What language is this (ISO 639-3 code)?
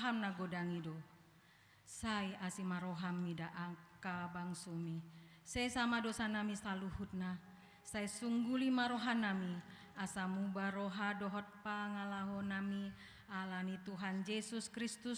bbc